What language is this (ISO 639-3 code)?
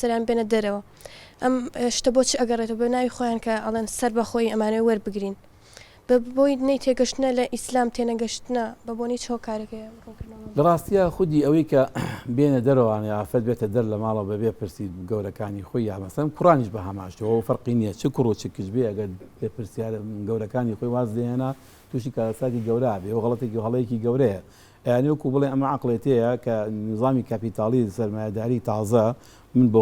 ckb